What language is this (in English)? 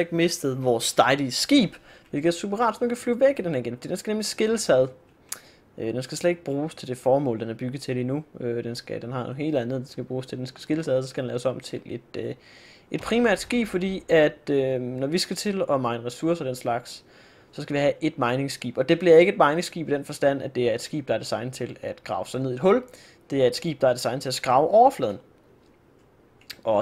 Danish